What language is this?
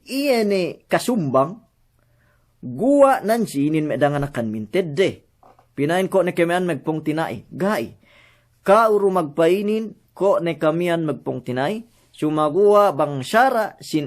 Yakan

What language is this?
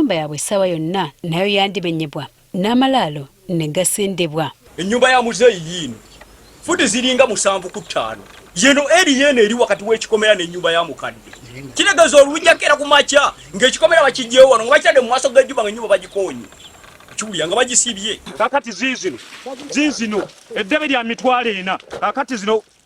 Ganda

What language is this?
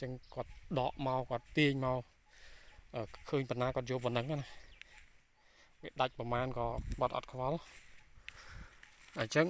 Khmer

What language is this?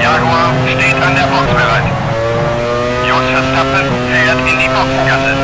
Bavarian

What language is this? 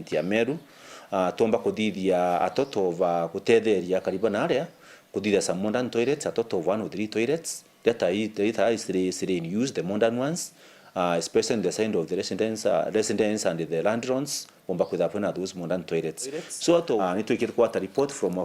Meru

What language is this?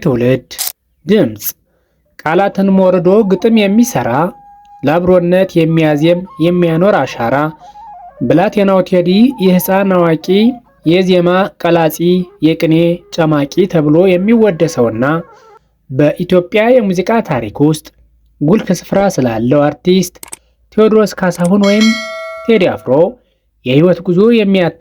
Amharic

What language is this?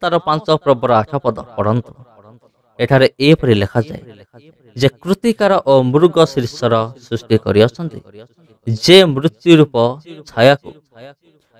Odia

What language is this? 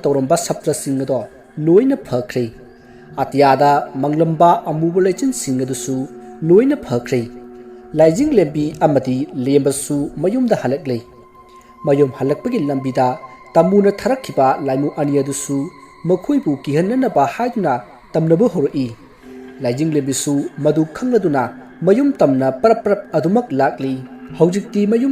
Manipuri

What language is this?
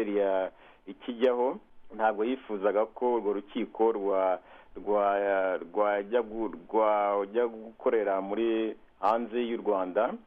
Kinyarwanda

